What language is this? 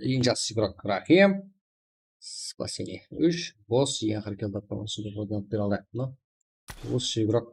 Kara-Kalpak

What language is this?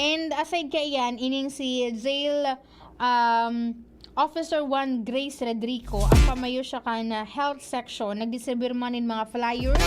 Bikol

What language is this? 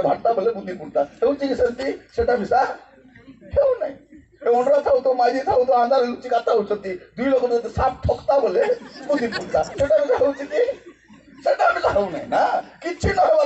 Odia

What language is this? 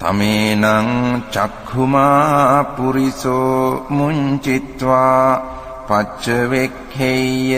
Pali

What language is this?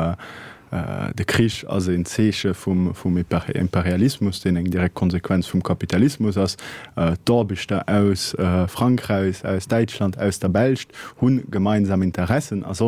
Luxembourgish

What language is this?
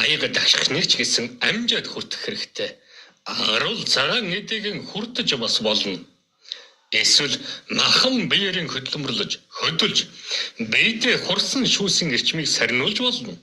Mongolian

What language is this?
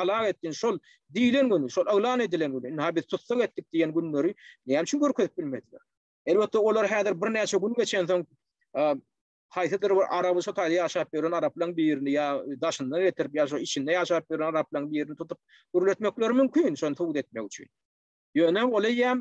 Turkmen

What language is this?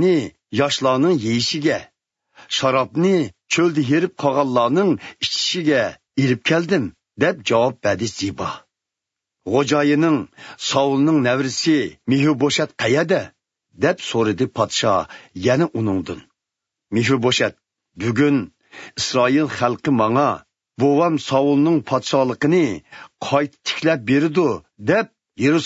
Uyghur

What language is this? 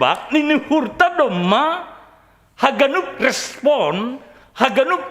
Batak Simalungun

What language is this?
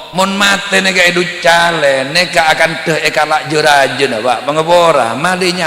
Madurese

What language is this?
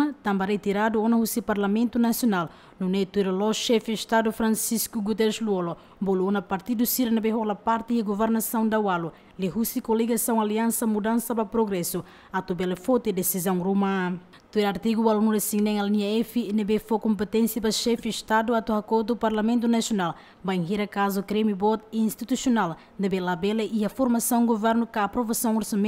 Tetum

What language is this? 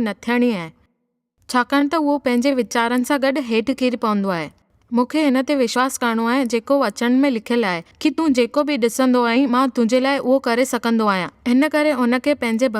Sindhi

